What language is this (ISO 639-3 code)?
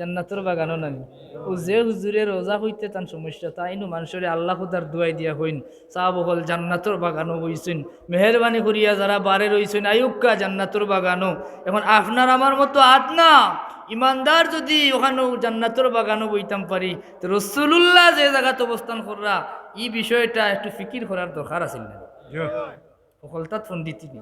syl